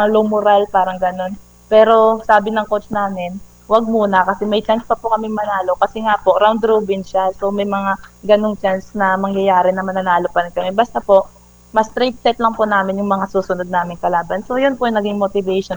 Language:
Filipino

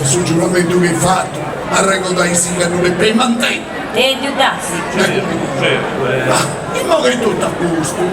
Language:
Sardinian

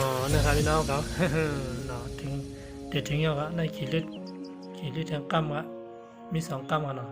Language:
Shan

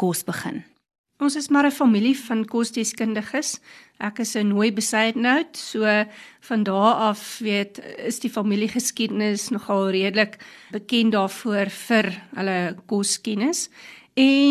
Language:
Afrikaans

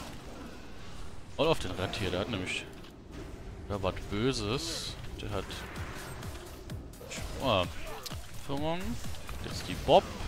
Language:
German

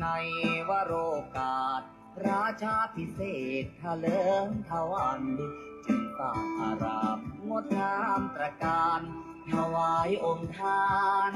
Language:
Pali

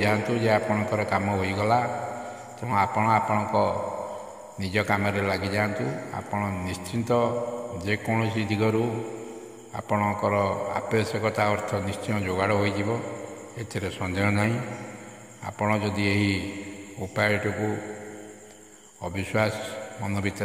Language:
Odia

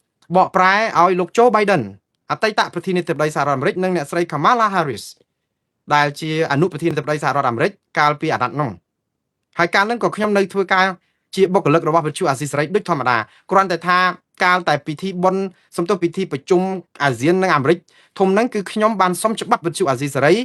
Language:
Khmer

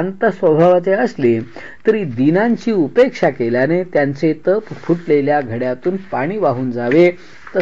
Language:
Marathi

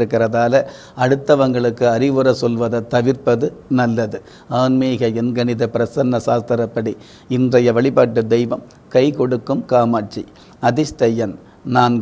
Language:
Tamil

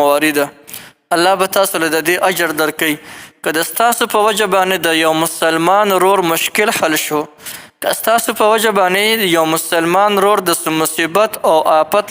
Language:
Pashto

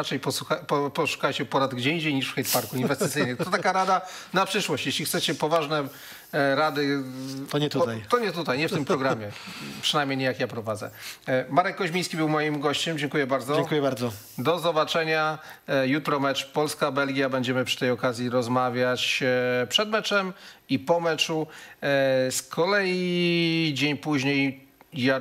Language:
Polish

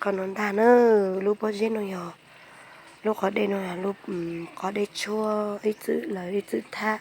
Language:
Hmong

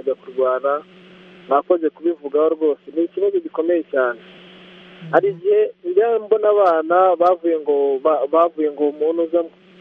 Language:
Kinyarwanda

